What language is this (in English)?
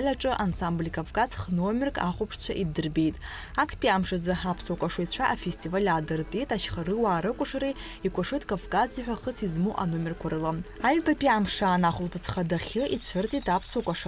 Abkhazian